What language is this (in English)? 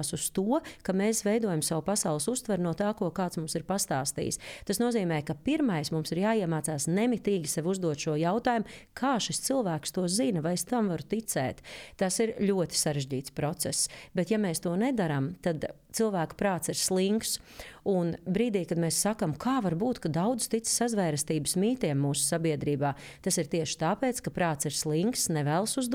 Latvian